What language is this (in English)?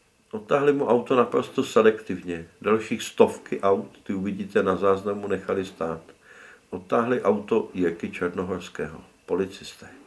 Czech